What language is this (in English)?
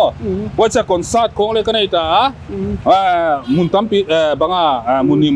Paite Chin